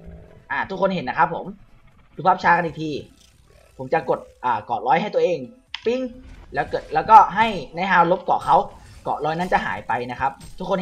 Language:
Thai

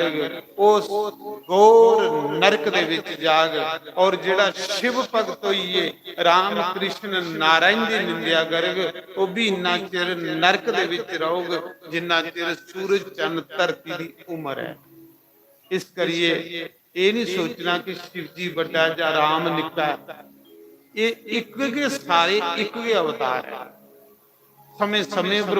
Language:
Dogri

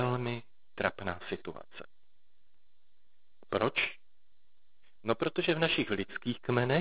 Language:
Czech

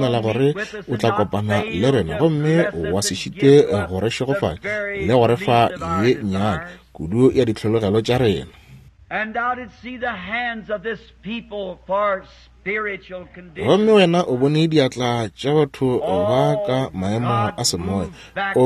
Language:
Northern Sotho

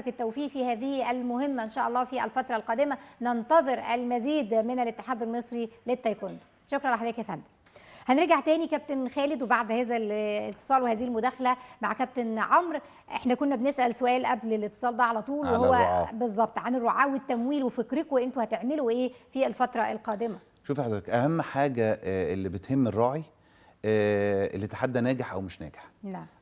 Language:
Egyptian Arabic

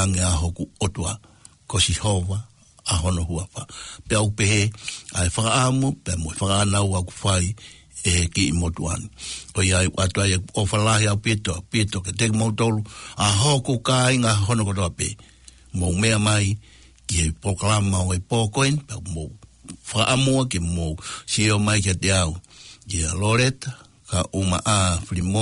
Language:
Tongan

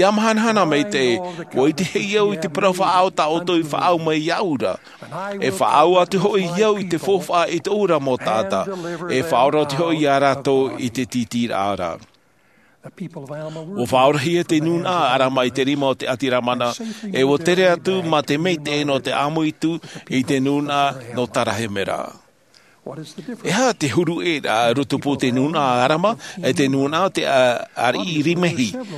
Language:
Tahitian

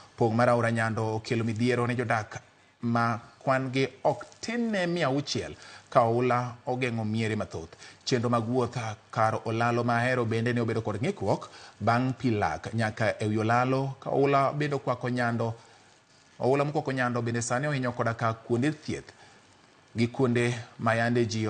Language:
Luo (Kenya and Tanzania)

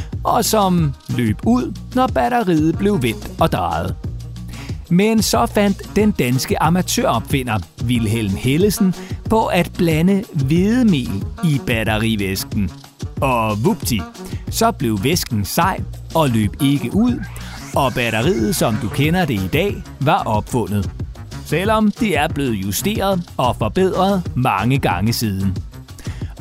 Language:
Danish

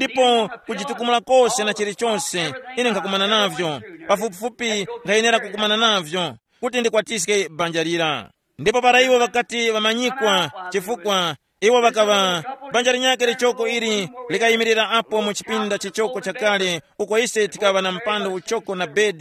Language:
Tumbuka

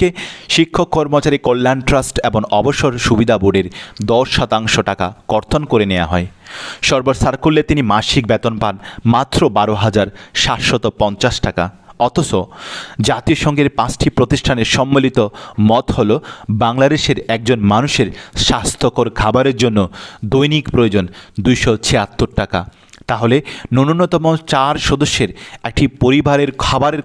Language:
Bangla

